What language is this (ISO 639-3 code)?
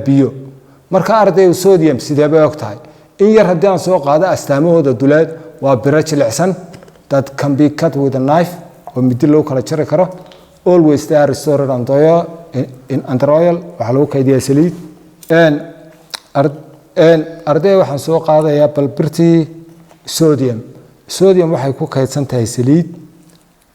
som